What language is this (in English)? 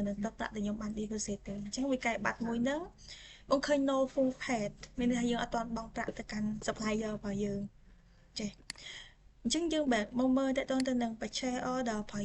Khmer